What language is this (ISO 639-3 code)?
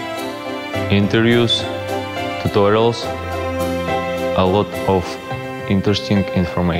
eng